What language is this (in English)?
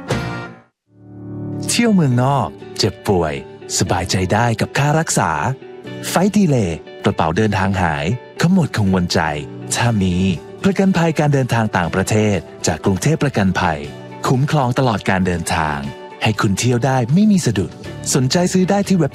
Thai